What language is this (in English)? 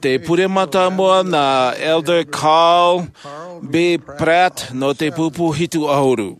Tahitian